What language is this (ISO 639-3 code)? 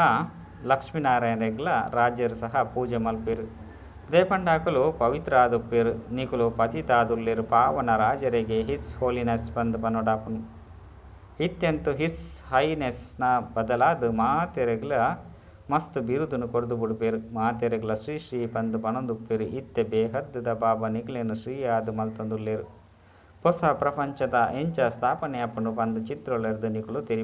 tcy